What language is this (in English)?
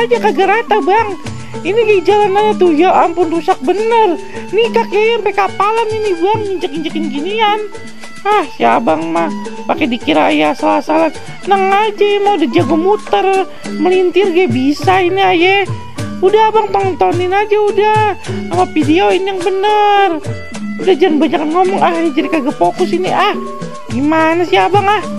Betawi